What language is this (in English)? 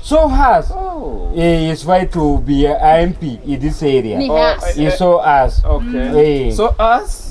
Luo (Kenya and Tanzania)